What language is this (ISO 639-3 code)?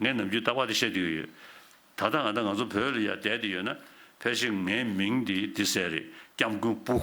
bod